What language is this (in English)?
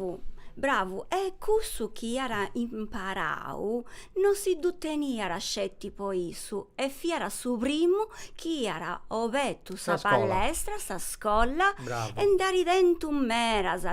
Sardinian